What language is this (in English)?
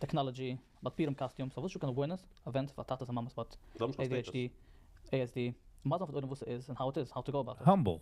Yiddish